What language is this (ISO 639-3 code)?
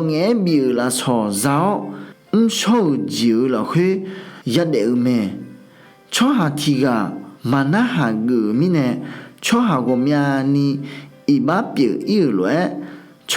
ahk